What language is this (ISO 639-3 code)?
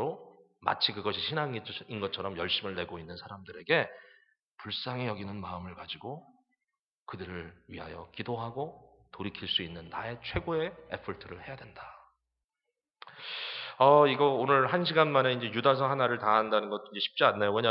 kor